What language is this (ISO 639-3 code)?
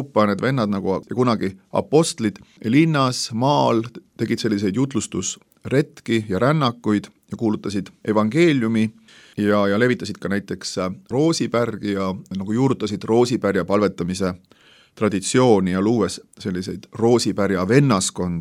est